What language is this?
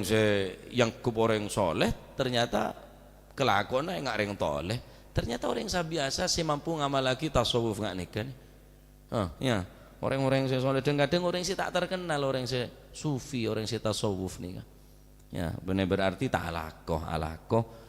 Madurese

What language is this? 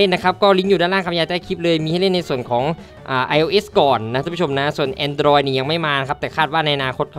Thai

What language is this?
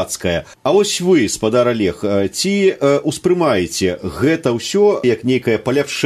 Belarusian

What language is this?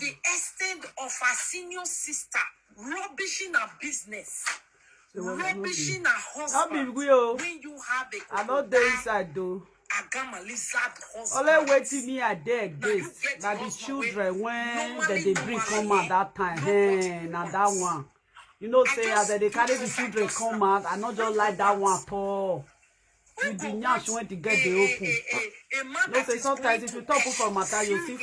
Nigerian Pidgin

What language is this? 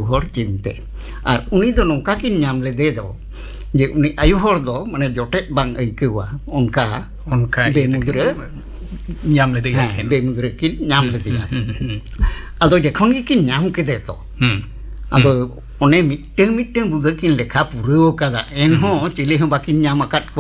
Santali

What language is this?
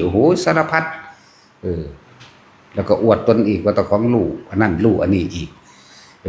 Northeastern Thai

